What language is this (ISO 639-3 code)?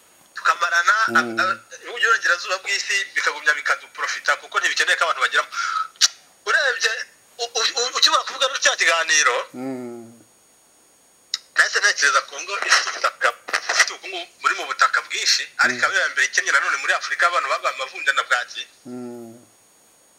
kin